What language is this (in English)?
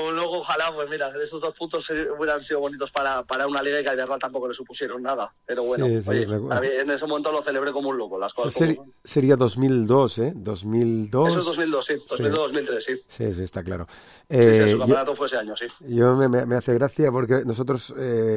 Catalan